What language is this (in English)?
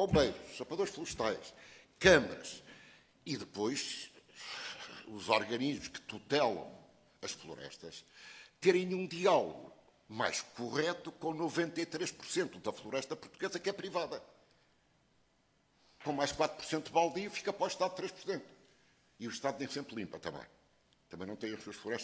Portuguese